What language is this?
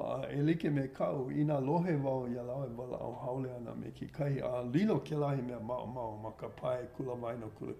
Hawaiian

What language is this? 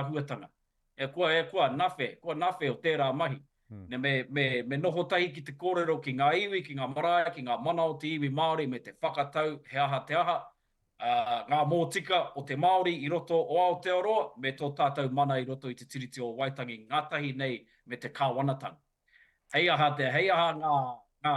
Māori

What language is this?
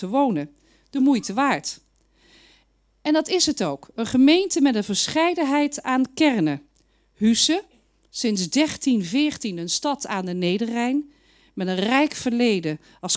Dutch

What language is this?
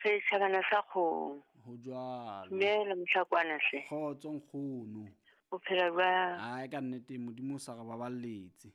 Southern Sotho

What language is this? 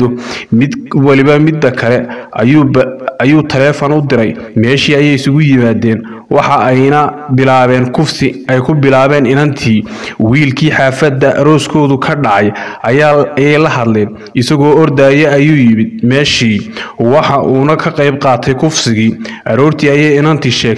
Somali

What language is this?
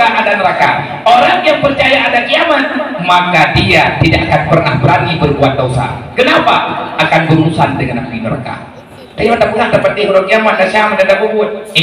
Achinese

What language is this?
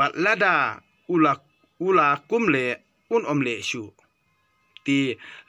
Khasi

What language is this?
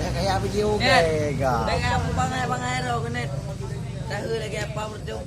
Achinese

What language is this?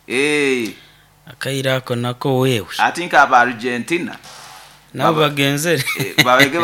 Nyoro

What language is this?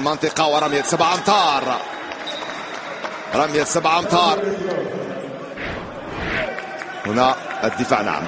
Arabic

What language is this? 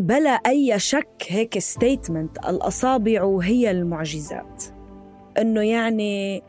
North Levantine Arabic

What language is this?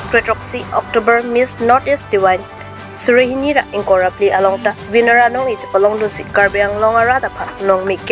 Karbi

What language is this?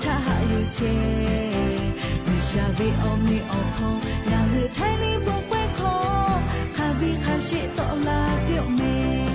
Lahu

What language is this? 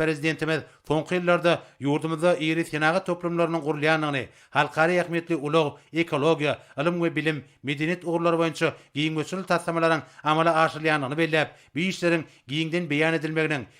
Turkmen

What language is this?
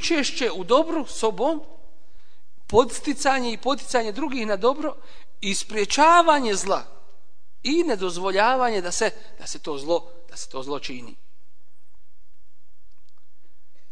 Bosnian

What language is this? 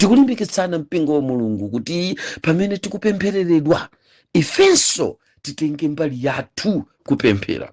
Nyanja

